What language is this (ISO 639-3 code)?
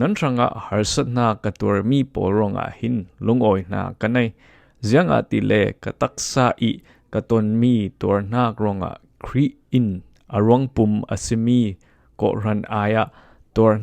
cfm